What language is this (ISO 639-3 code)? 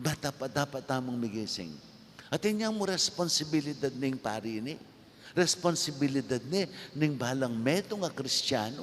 pam